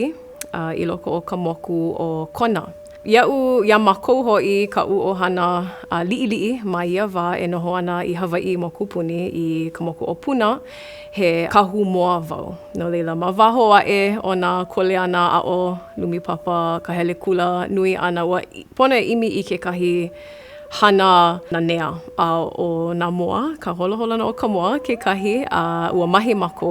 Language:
Hawaiian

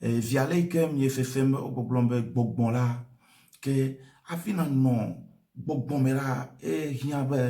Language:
Ewe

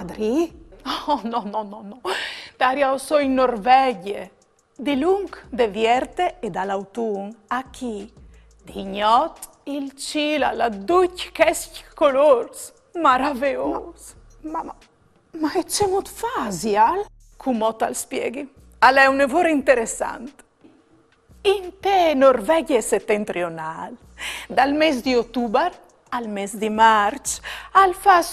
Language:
Friulian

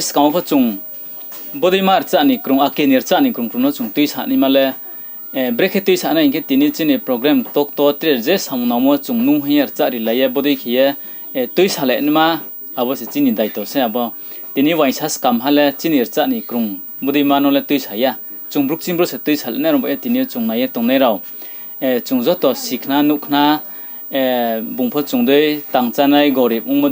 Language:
Riang (India)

